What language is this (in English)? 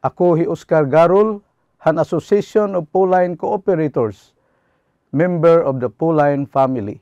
Waray